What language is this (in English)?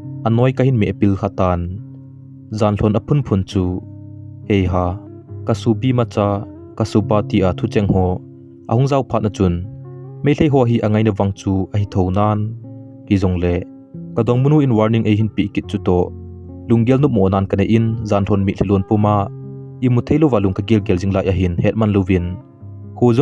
Thado Chin